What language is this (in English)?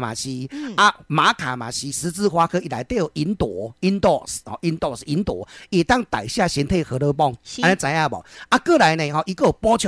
Min Nan Chinese